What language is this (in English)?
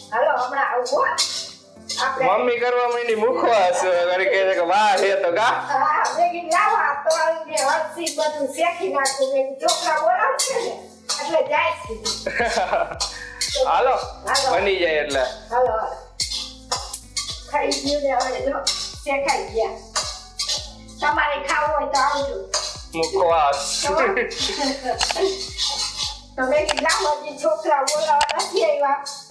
Gujarati